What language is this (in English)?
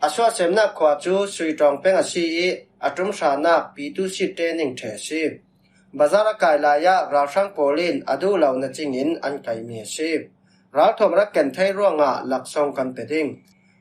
Falam Chin